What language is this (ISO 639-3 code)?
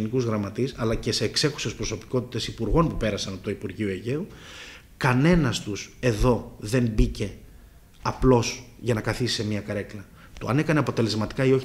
ell